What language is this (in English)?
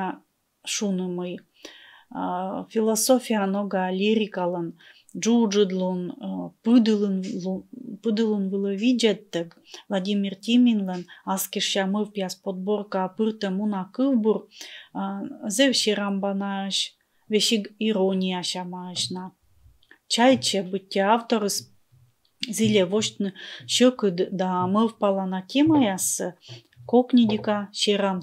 Komi